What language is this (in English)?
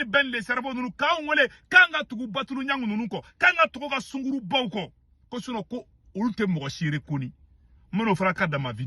Bambara